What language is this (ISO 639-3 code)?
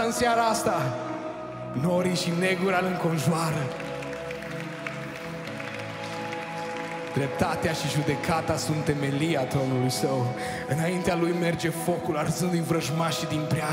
ron